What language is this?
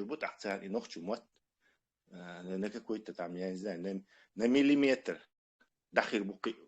Chechen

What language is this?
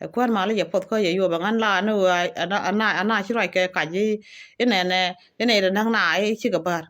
Nuer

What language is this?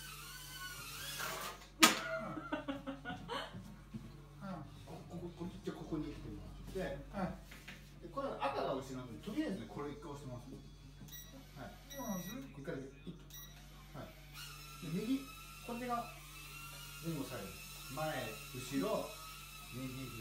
Japanese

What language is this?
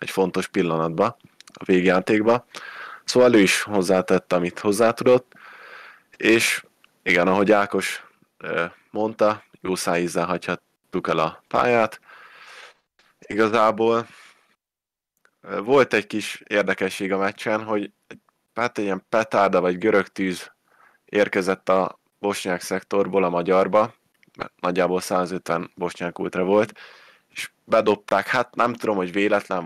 Hungarian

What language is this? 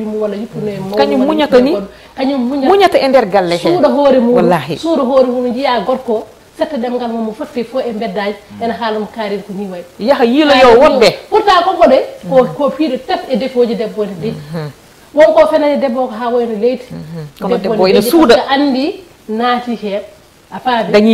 Fula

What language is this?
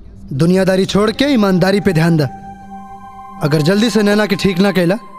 Bhojpuri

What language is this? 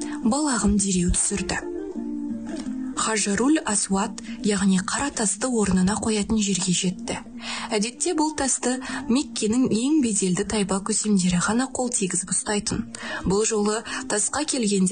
Kazakh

